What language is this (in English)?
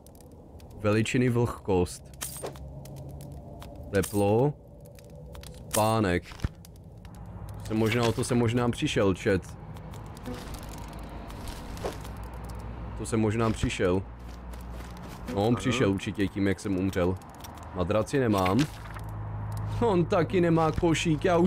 Czech